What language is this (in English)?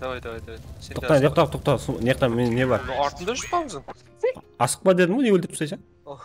Kara-Kalpak